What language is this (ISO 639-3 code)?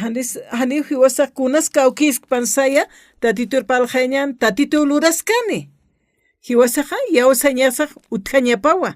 aym